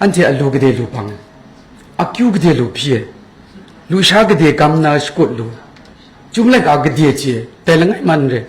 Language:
Kachin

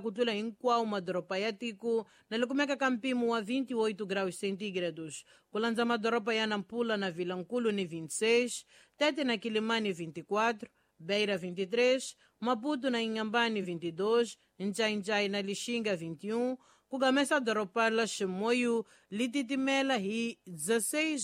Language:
Tsonga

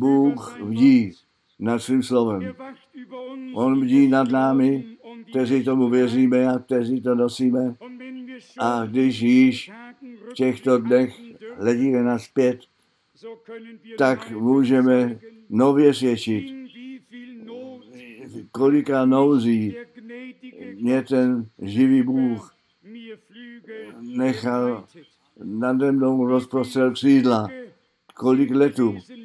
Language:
Czech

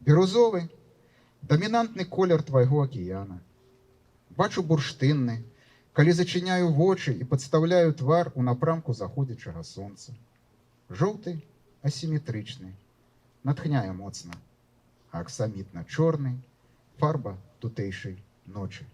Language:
Belarusian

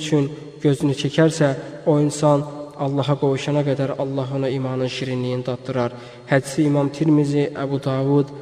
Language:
Azerbaijani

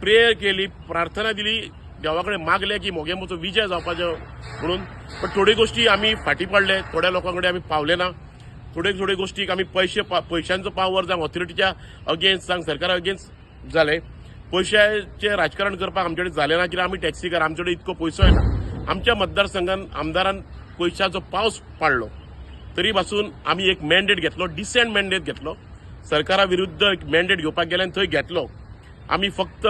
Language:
Konkani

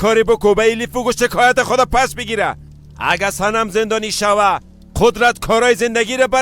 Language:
Persian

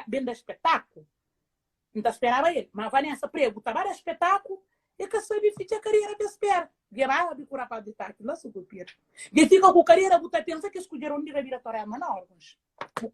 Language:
Kabuverdianu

